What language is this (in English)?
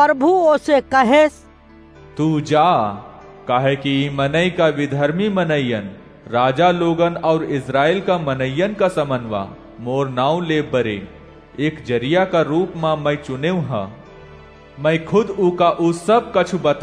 Awadhi